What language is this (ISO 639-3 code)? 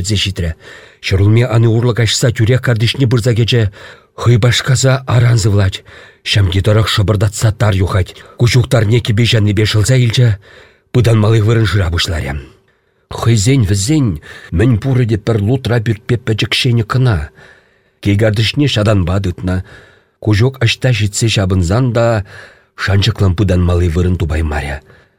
chv